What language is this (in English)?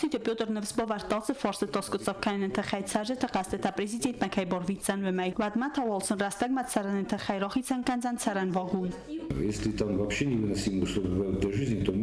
Ossetic